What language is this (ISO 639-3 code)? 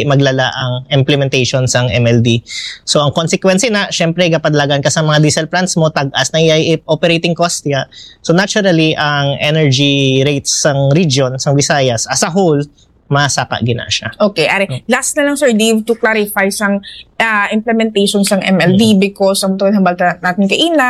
hil